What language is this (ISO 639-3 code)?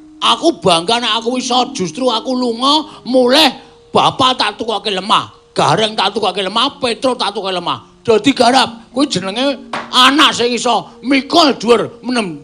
jav